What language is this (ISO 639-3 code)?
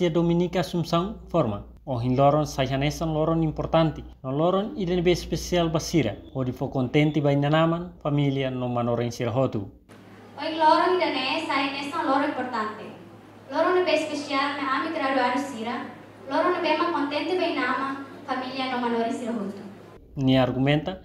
tet